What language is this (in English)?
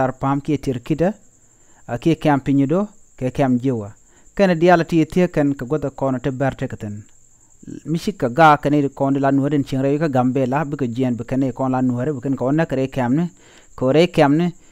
Nuer